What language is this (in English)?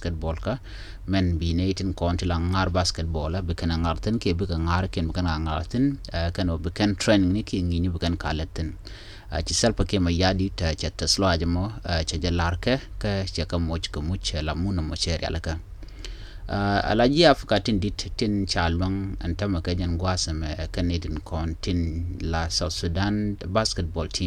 Nuer